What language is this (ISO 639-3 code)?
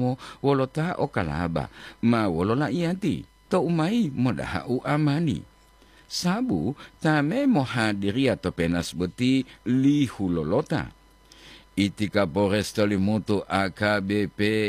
gor